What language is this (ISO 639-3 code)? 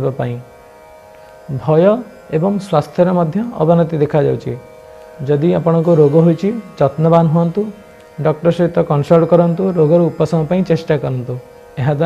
ori